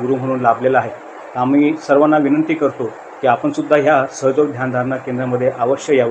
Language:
Marathi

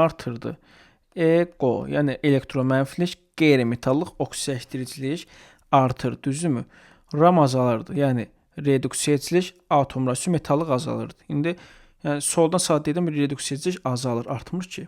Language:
Azerbaijani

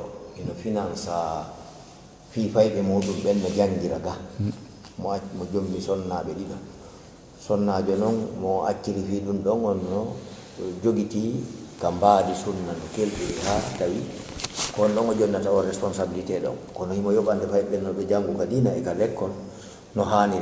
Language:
Fula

